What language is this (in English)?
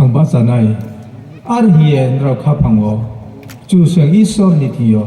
Riang (India)